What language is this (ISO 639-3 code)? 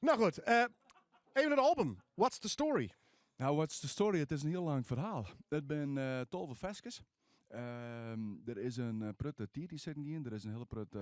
fry